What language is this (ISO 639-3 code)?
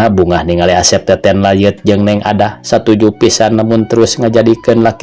sun